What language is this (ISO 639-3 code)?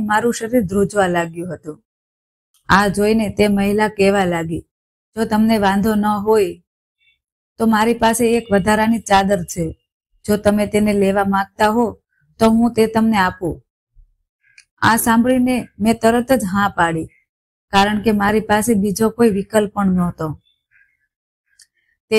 guj